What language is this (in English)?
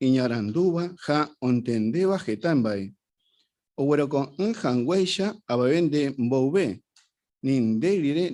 Guarani